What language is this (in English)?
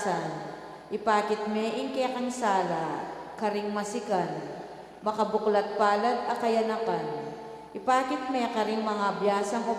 Pampanga